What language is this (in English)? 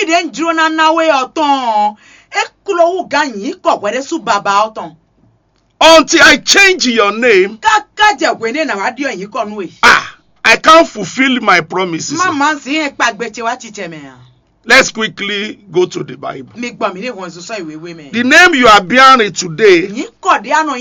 Fon